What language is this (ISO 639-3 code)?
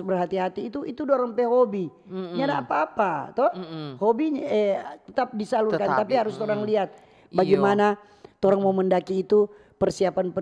xmm